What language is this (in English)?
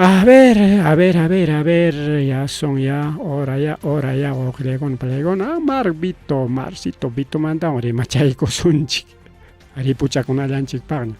Ayacucho Quechua